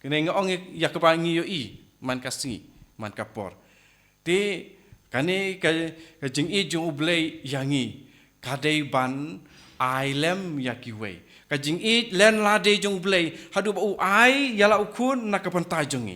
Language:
Khasi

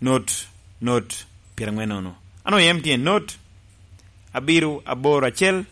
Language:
Lango (Uganda)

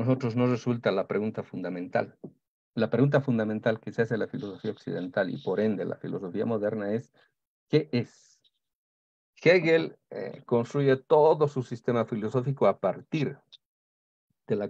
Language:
Spanish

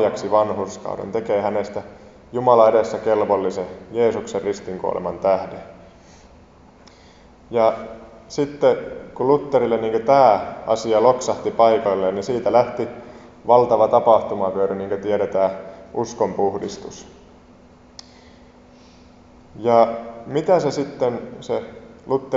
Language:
Finnish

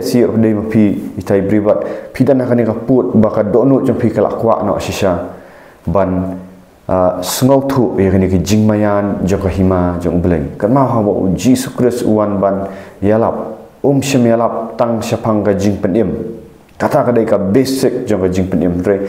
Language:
Khasi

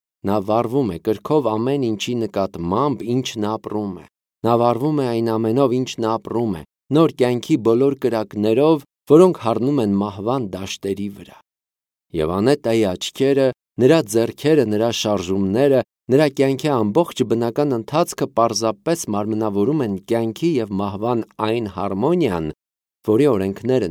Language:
Armenian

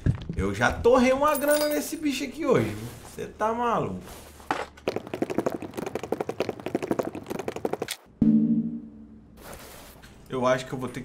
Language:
Portuguese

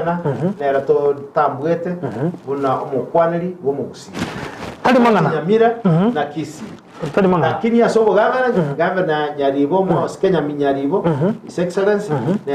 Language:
Gusii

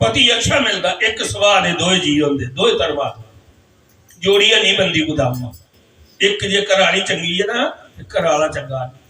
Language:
Dogri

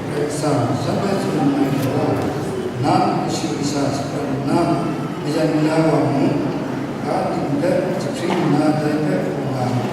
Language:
Kachin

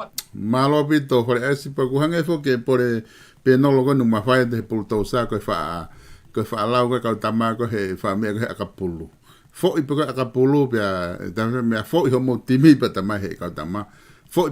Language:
Tongan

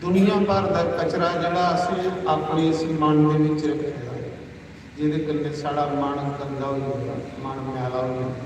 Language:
Dogri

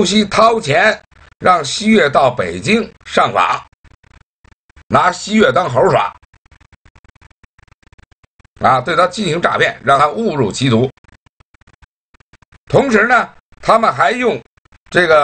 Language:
Chinese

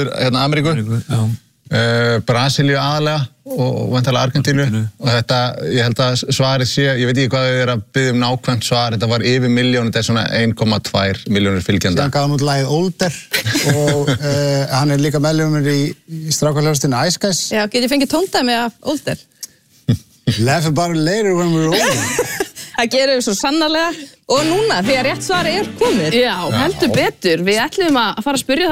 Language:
Icelandic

